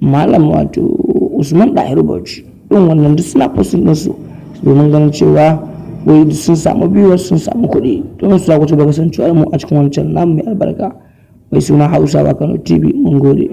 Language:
Hausa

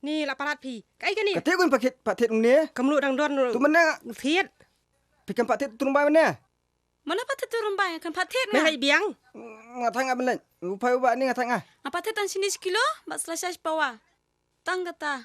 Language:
Khasi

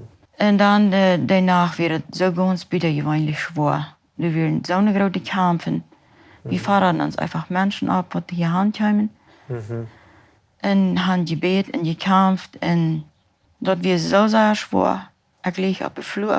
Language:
Plautdietsch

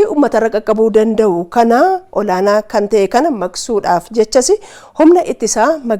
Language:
Oromo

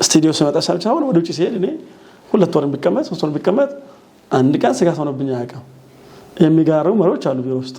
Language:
Amharic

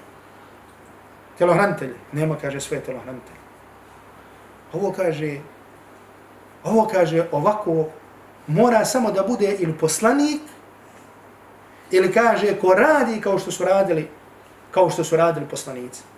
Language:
Bosnian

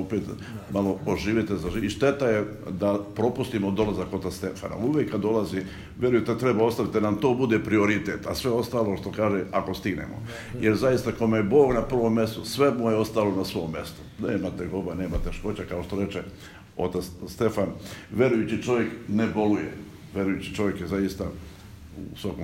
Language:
Serbian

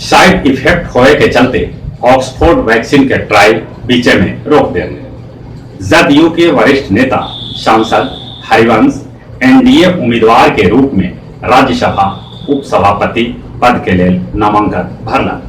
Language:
Magahi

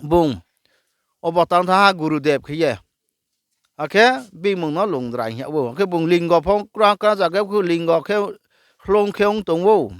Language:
Riang (India)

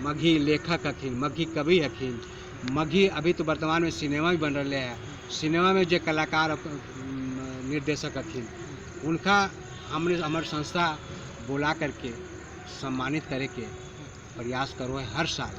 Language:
Magahi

